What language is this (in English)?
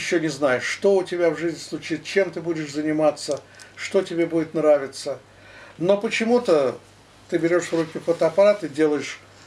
Russian